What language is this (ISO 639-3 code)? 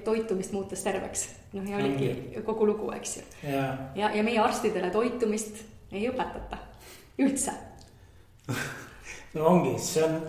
est